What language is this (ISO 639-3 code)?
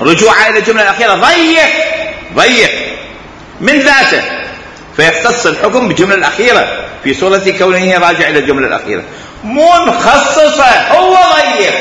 acm